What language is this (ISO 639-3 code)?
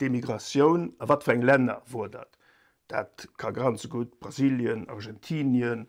ltz